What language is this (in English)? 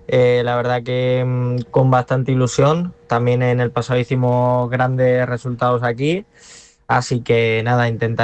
Spanish